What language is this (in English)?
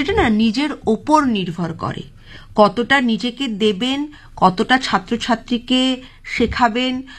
Bangla